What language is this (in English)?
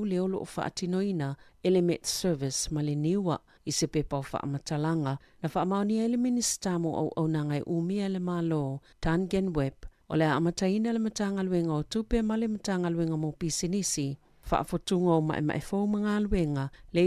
Samoan